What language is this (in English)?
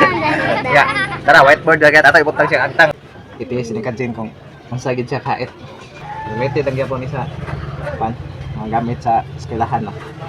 Cebuano